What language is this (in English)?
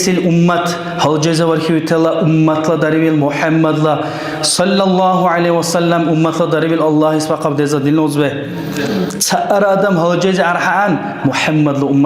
Dargwa